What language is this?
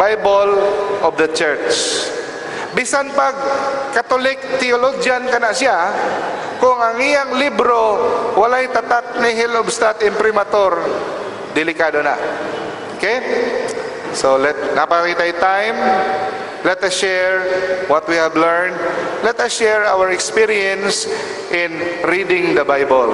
Cebuano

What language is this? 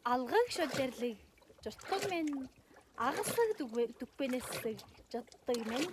Tuvinian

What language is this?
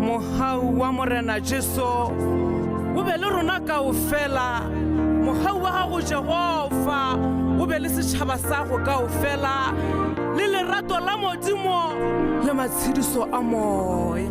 Tswana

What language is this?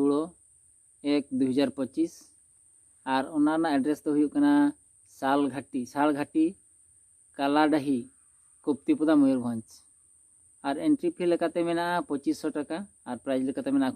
Santali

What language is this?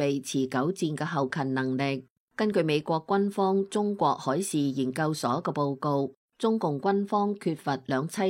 Cantonese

